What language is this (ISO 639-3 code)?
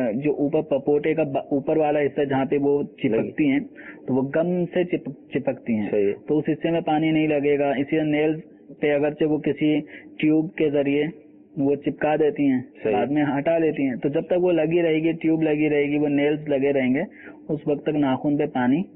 urd